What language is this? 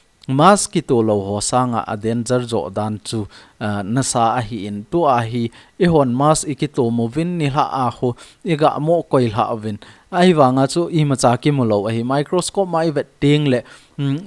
Thado Chin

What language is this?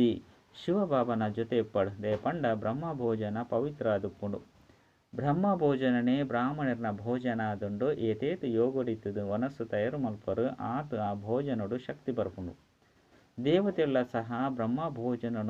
Tulu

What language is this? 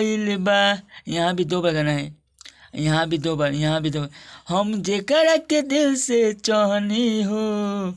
Bhojpuri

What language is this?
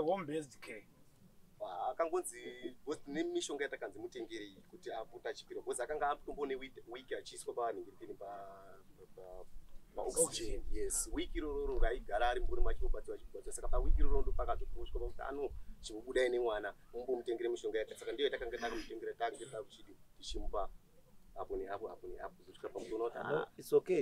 Shona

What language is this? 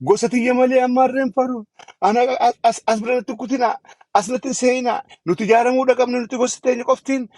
Oromo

